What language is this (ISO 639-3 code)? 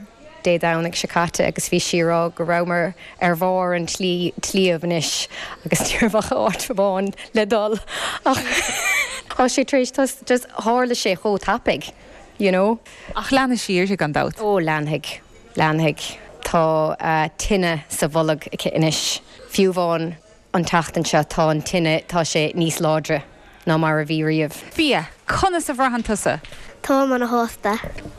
gle